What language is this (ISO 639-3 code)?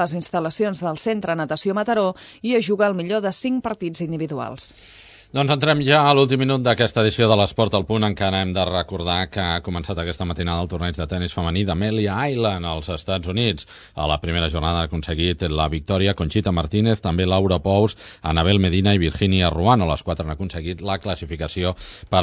cat